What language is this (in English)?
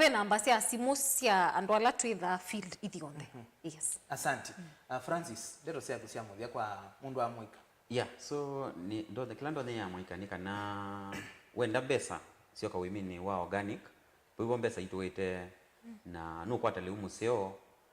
Kamba